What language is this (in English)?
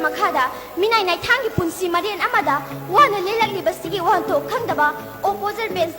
Manipuri